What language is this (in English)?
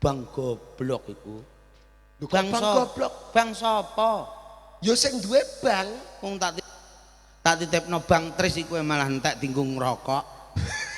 Javanese